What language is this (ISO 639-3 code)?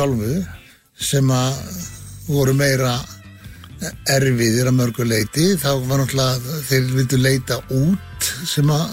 isl